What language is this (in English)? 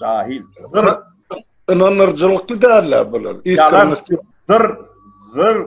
Turkmen